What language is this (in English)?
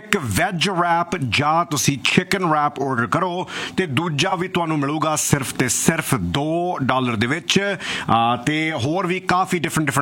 Punjabi